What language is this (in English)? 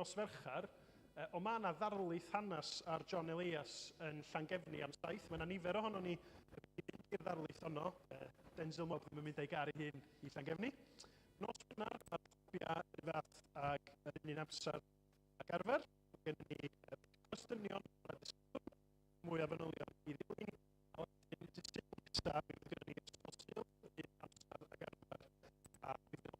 Welsh